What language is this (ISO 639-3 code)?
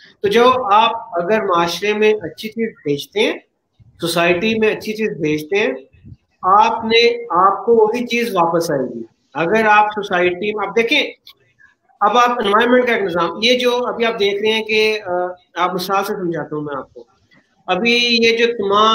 urd